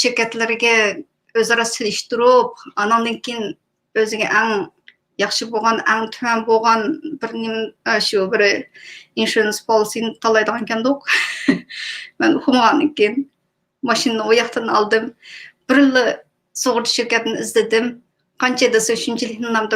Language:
Uyghur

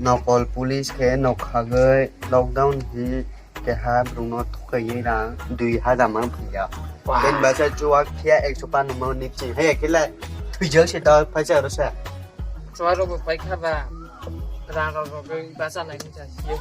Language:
Kok Borok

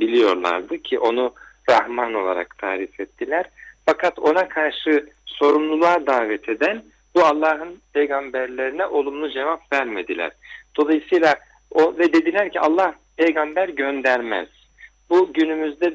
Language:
Turkish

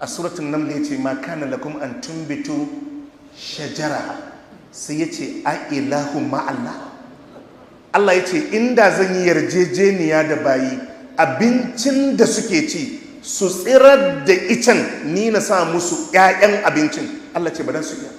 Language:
Hausa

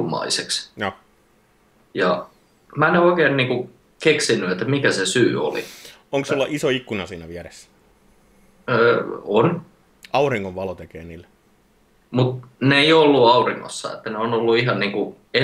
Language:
Finnish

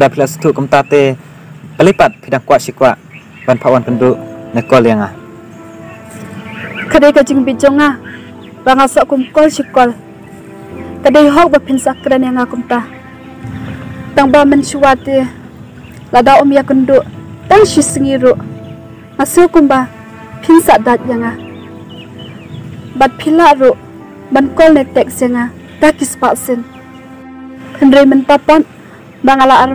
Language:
Khasi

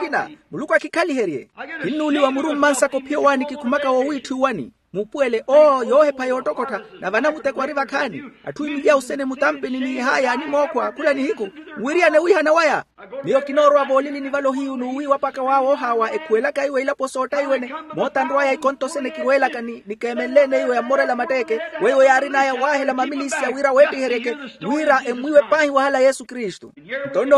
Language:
Makhuwa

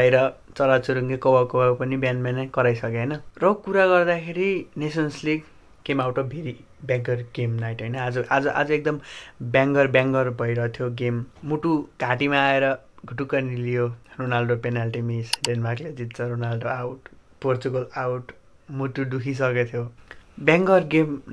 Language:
Nepali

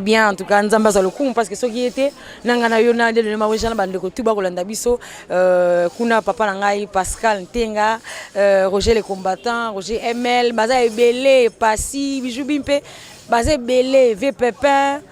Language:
Lingala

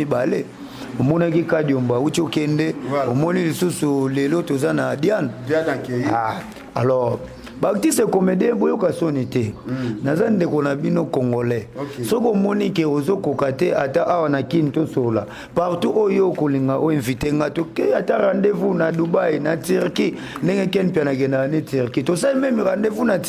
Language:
Lingala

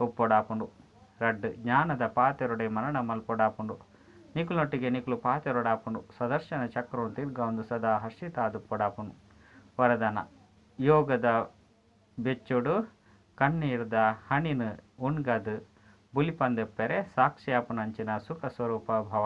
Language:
Tulu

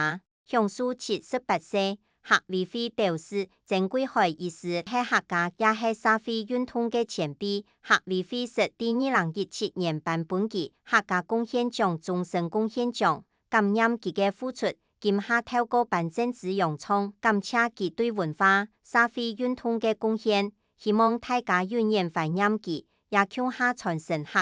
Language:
Hakka Chinese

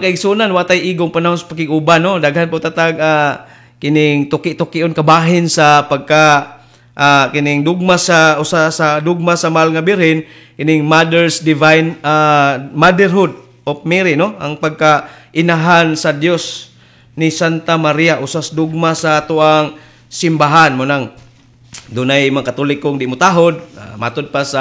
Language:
Cebuano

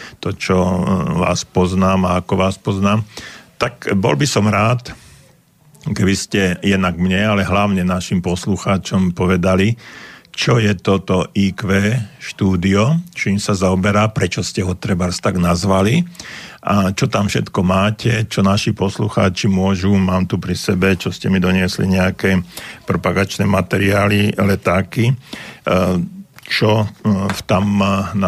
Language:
Slovak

